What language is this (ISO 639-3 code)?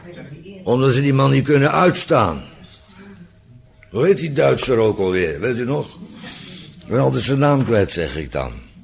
nld